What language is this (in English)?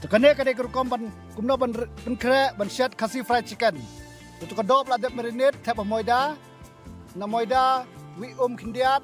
Khasi